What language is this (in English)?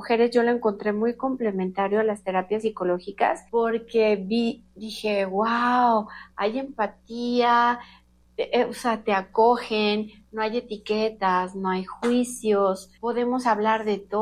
Spanish